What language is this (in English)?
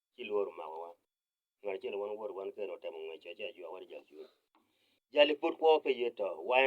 Acoli